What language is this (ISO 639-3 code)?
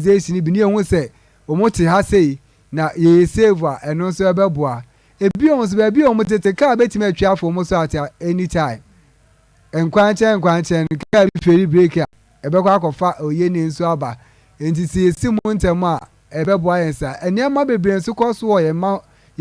aka